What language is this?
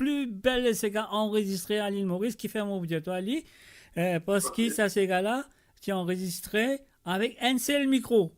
Morisyen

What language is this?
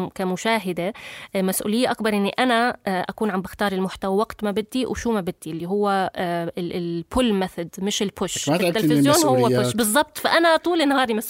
North Levantine Arabic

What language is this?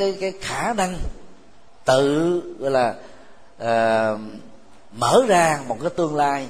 Vietnamese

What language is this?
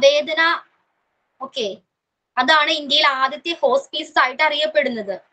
Malayalam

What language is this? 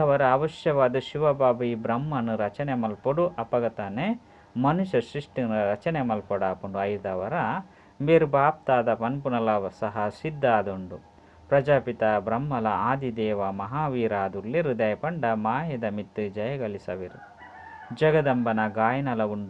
Tulu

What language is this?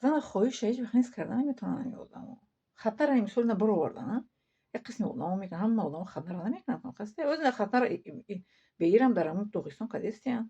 Tajik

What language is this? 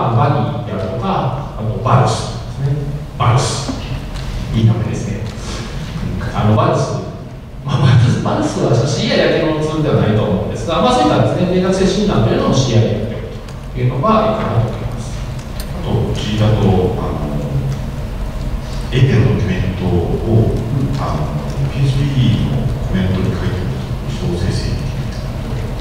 Japanese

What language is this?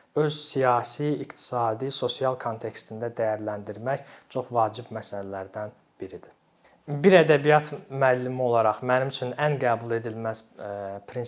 Azerbaijani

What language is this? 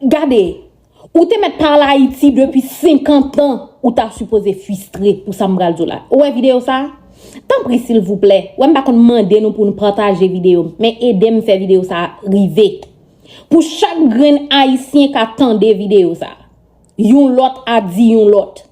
Haitian Creole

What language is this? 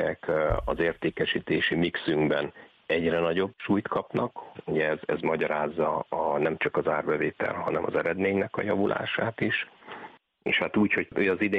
Hungarian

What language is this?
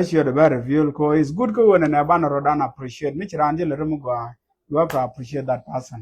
Nuer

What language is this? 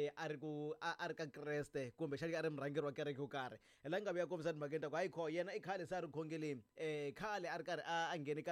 Tsonga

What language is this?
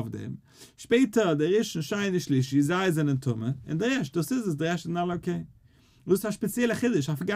Yiddish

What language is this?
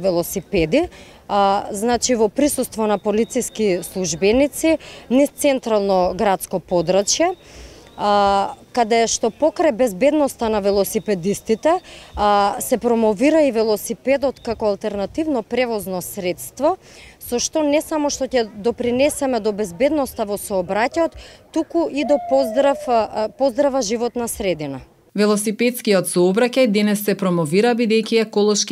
Macedonian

